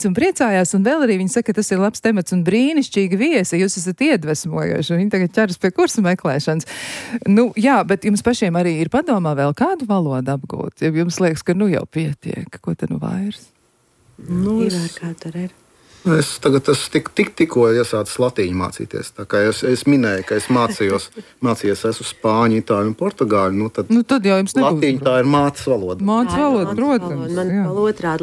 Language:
Latvian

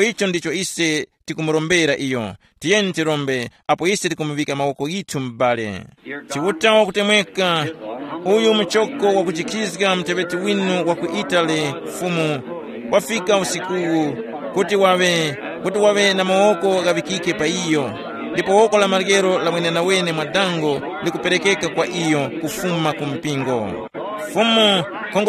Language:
Tumbuka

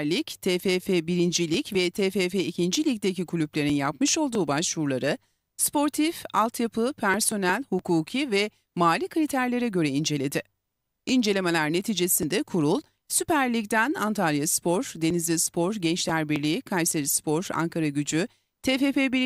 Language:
Turkish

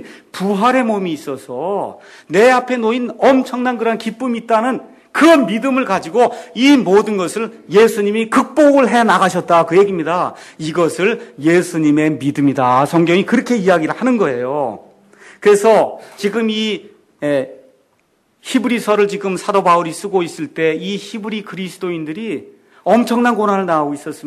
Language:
Korean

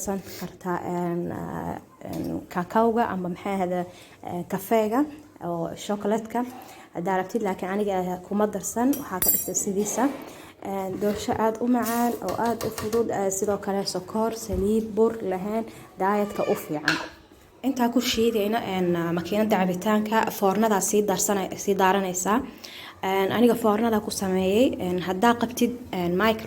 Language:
Somali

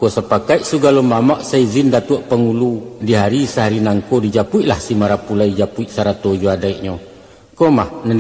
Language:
Minangkabau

